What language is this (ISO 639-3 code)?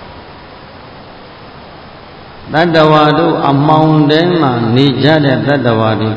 mya